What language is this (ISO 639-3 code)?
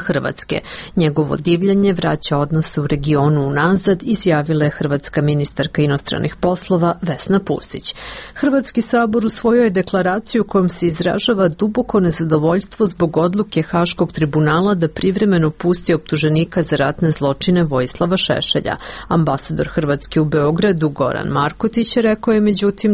srp